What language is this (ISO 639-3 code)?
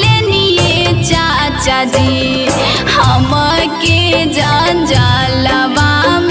bho